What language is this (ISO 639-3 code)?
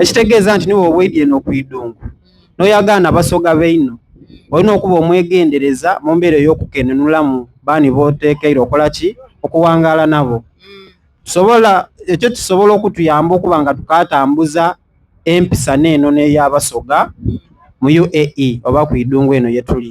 xog